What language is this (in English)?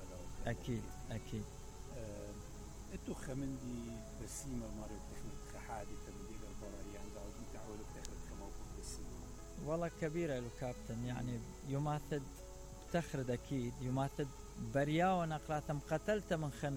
Mesopotamian Arabic